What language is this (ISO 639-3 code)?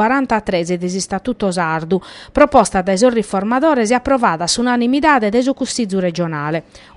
srd